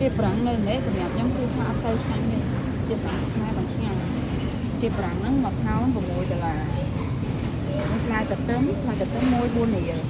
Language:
Khmer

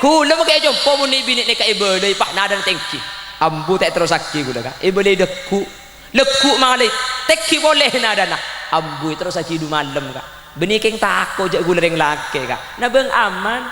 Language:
Madurese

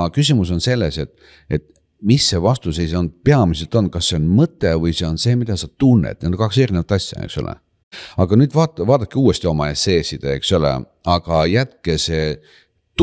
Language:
Estonian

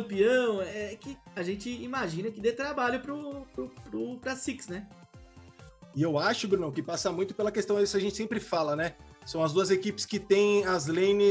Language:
Portuguese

